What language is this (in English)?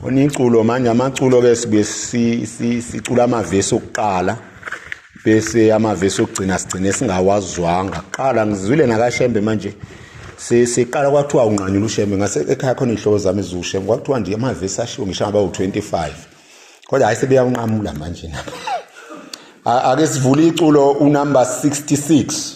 Zulu